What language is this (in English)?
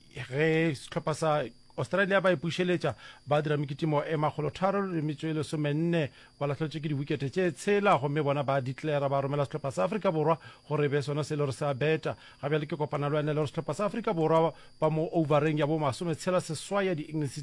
Northern Sotho